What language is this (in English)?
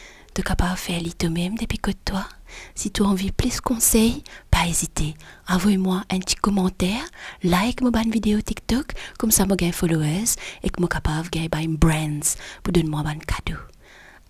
Morisyen